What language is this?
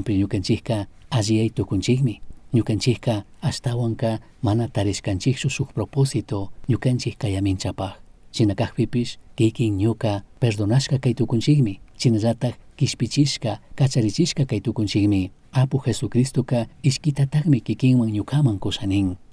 Chimborazo Highland Quichua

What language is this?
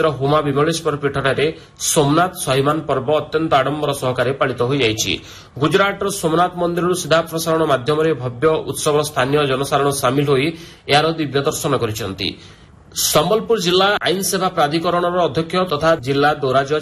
Odia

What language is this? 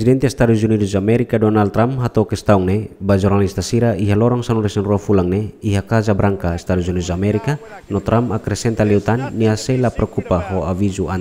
Tetum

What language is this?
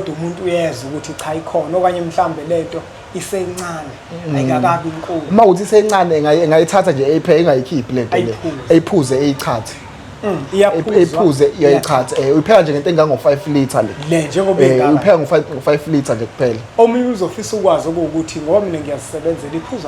Zulu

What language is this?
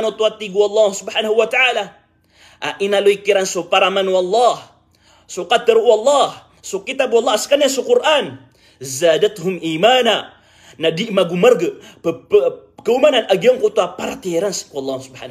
Maranao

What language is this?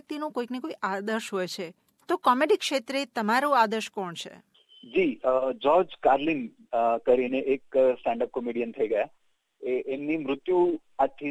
Gujarati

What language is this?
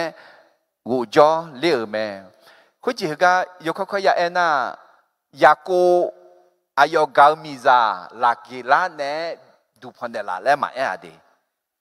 Akha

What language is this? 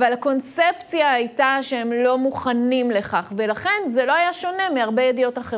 Hebrew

